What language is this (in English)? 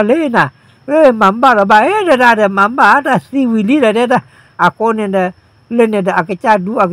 S'gaw Karen